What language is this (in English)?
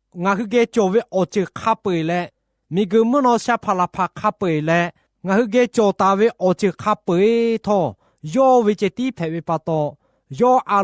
Lahu